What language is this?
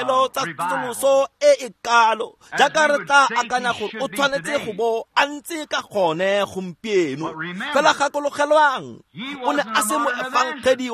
Tswana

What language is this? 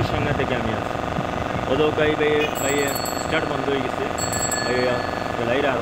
Sylheti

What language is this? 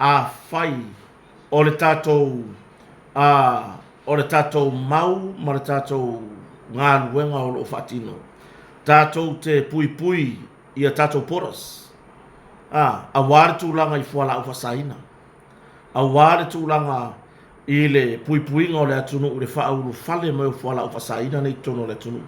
Samoan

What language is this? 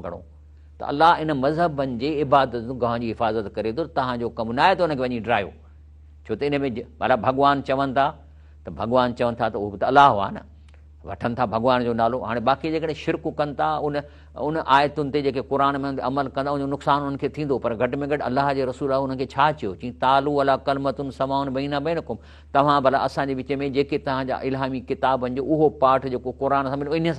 Sindhi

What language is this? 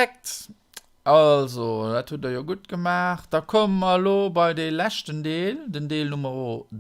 Luxembourgish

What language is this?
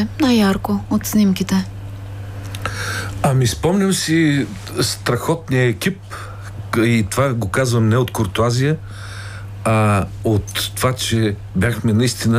Bulgarian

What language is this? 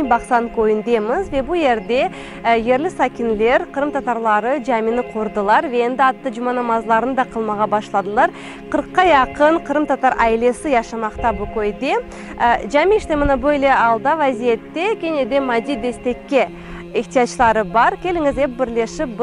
Crimean Tatar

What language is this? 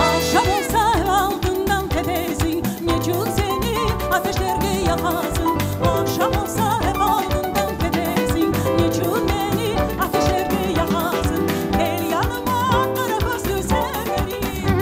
Crimean Tatar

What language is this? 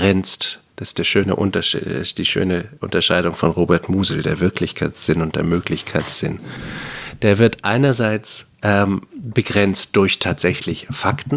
German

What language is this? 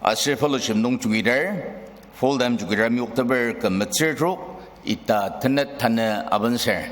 Ao Naga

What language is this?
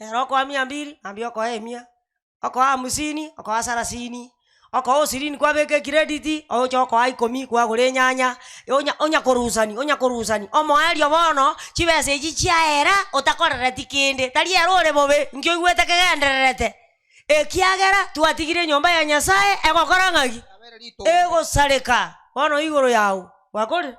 Gusii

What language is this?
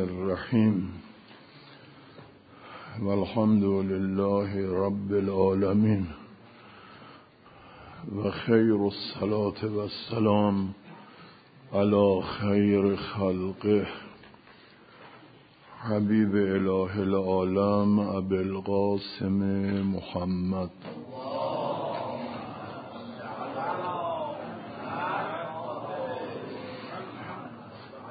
Persian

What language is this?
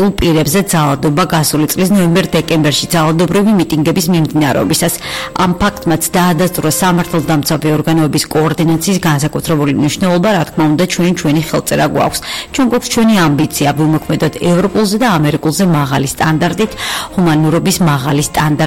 Georgian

